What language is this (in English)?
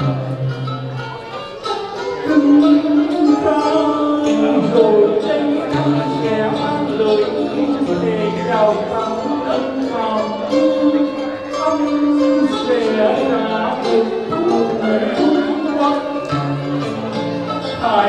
Vietnamese